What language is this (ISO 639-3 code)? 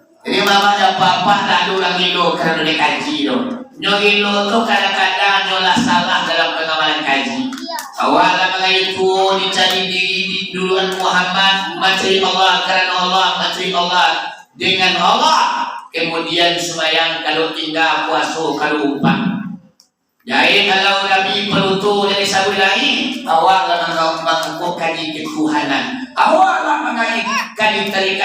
min